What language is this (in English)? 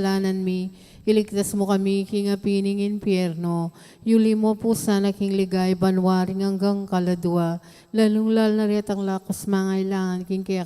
Pampanga